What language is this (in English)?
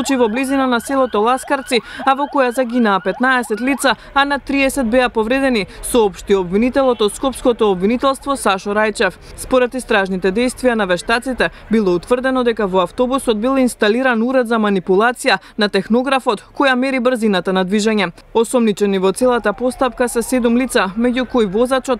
Macedonian